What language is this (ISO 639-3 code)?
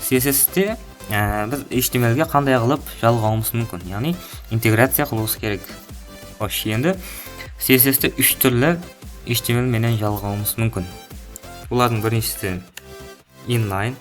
kaa